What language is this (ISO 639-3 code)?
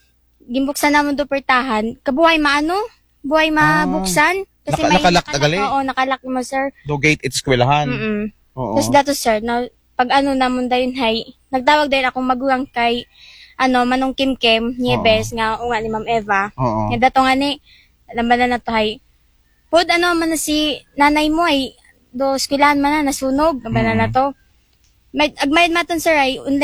akl